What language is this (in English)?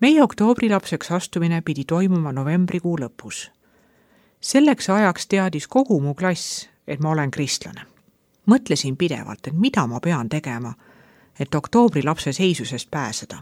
Estonian